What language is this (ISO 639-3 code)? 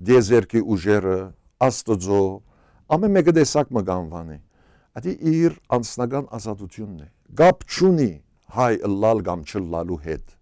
hyw